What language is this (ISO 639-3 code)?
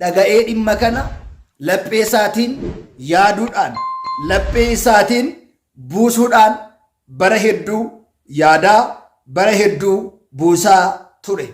orm